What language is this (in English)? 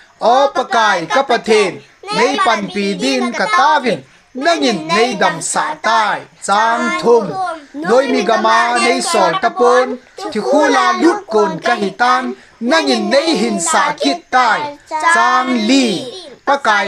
Thado Chin